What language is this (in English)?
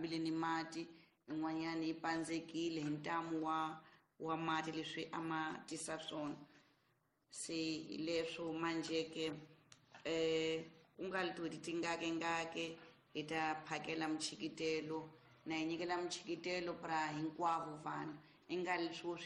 Tsonga